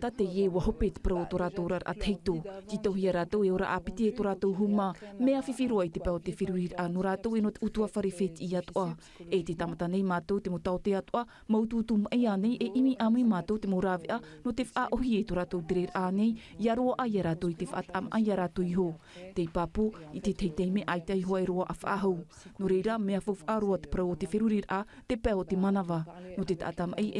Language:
Tahitian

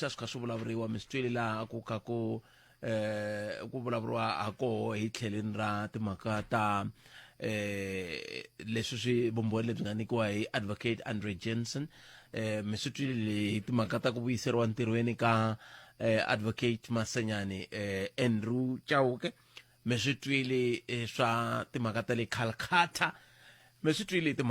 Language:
Tsonga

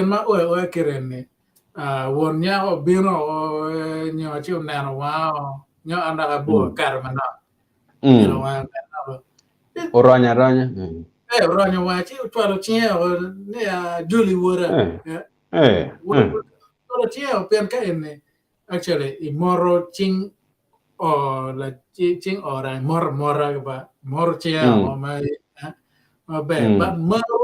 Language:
Acoli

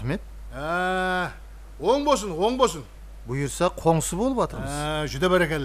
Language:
Kara-Kalpak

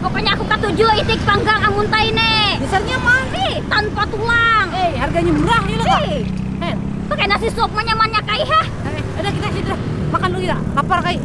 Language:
Banjar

